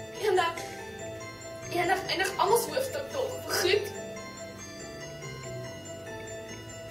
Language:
Afrikaans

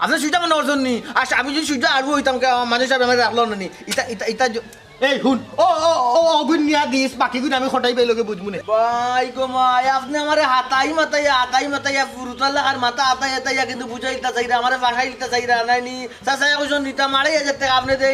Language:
Sylheti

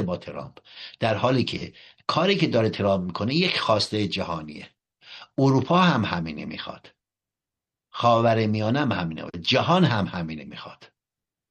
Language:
Persian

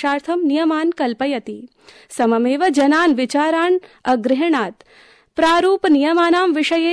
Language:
Sanskrit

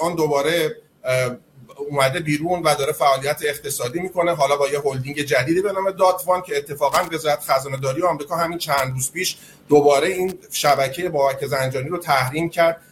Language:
Persian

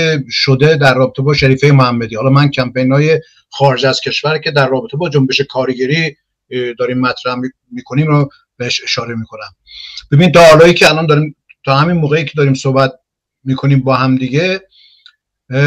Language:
Persian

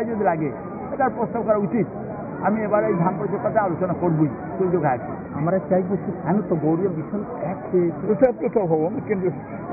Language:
Bangla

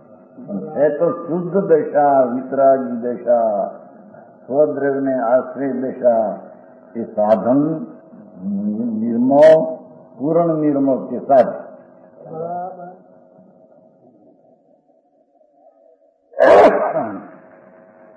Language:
Gujarati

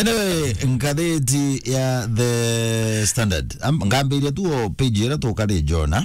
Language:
Meru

